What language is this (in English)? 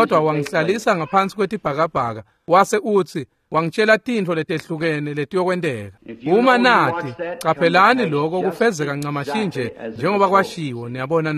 Swati